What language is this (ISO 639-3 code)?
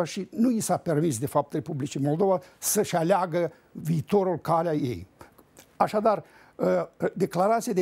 ron